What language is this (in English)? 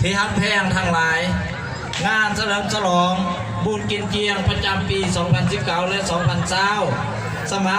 Lao